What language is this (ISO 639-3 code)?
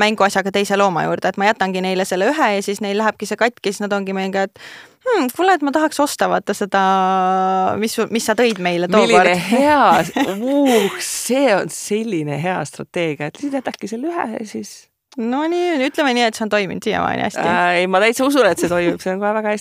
est